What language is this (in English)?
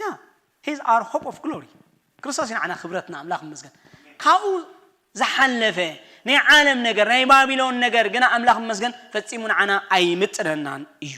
Tigrinya